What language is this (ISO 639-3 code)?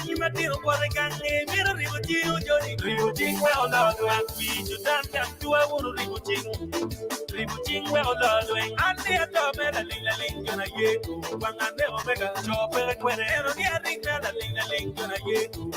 ach